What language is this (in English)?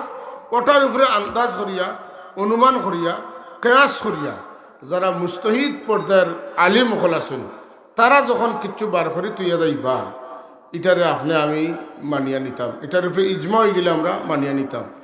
Sylheti